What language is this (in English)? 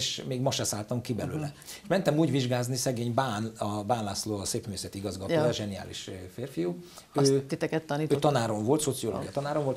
Hungarian